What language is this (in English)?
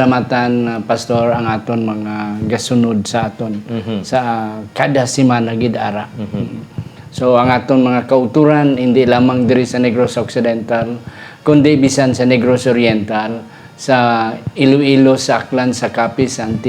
Hiligaynon